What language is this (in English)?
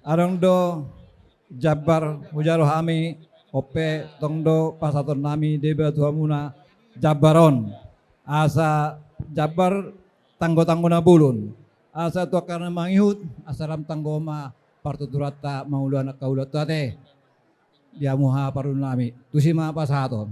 Batak Toba